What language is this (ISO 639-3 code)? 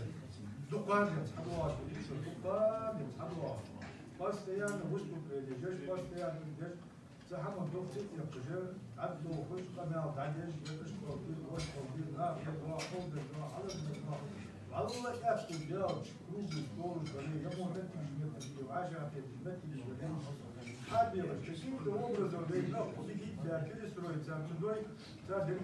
inh